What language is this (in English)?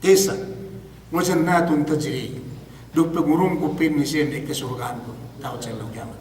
Yakan